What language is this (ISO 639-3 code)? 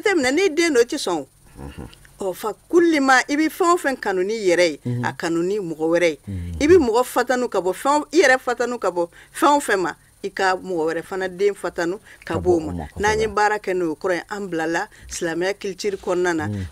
bam